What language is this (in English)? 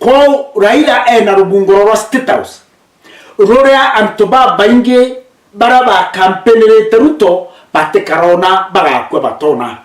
Meru